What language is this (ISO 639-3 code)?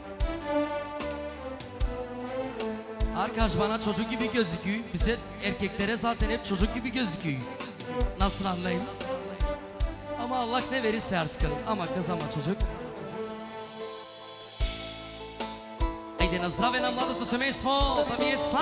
tur